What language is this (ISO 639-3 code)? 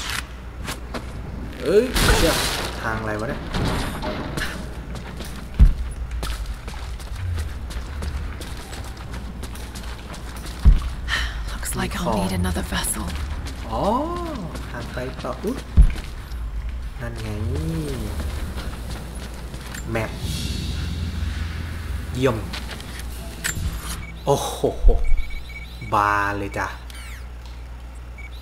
tha